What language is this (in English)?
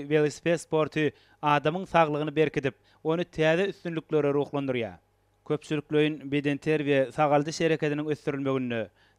Turkmen